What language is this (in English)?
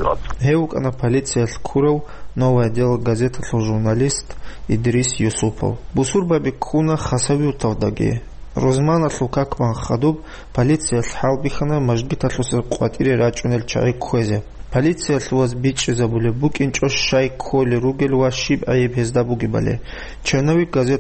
Avaric